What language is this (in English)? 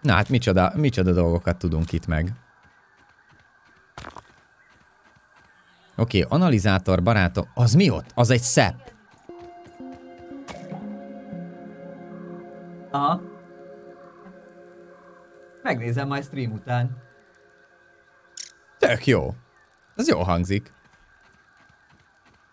Hungarian